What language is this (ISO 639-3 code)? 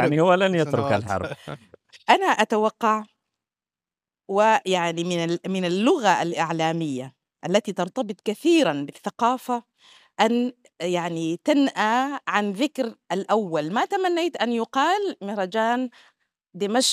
ara